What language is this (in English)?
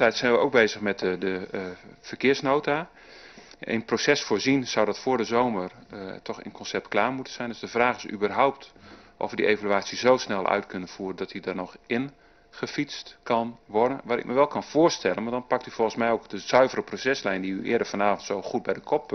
Dutch